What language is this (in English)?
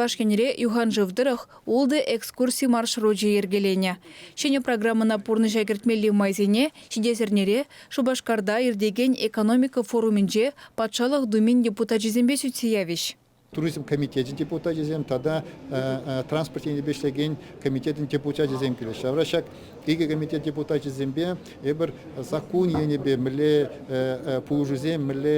Chuvash